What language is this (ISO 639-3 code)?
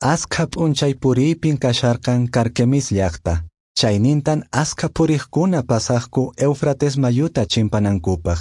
que